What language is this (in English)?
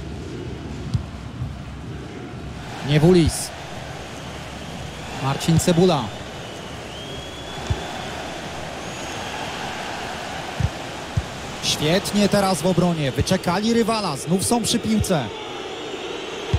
Polish